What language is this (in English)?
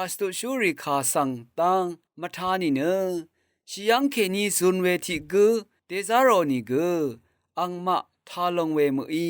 Rawang